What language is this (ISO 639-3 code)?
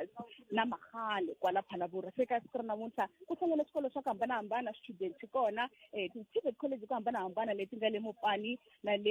tso